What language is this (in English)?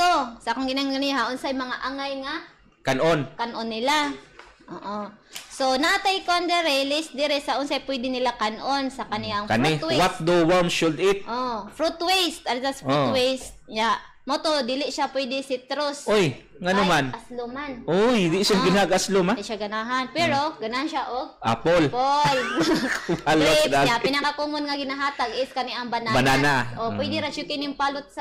Cebuano